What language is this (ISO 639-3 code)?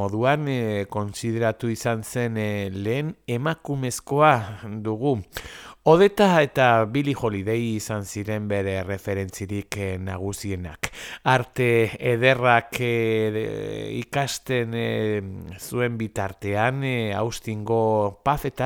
eus